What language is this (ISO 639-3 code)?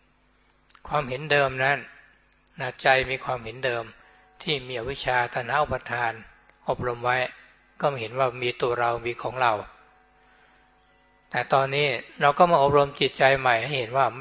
tha